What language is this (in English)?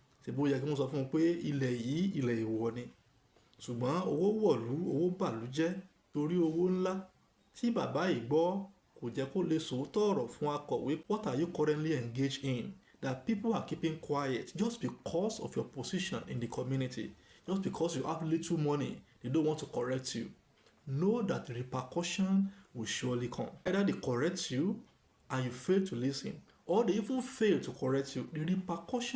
Yoruba